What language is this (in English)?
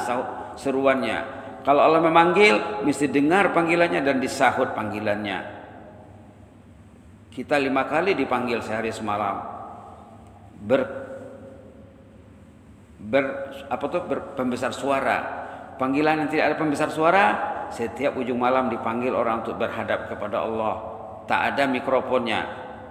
Malay